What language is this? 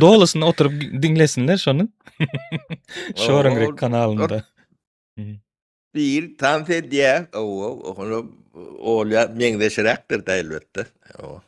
Turkmen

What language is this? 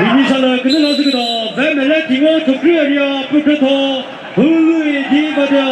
Chokri Naga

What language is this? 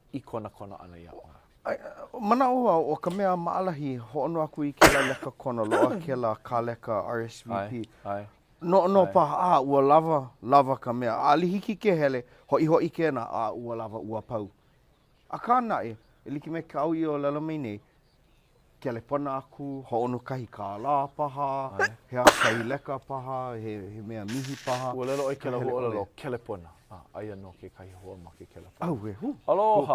Hawaiian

